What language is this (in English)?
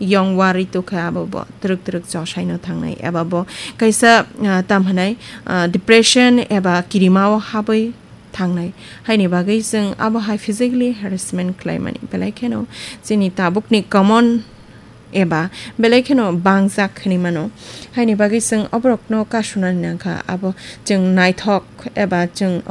Kok Borok